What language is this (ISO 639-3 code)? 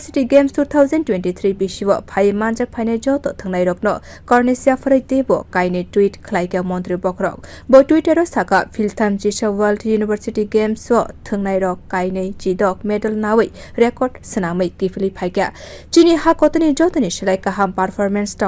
trp